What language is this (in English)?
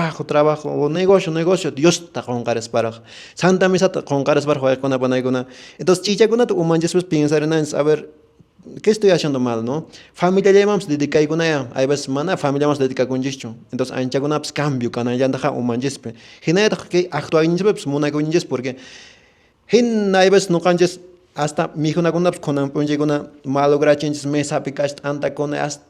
Quechua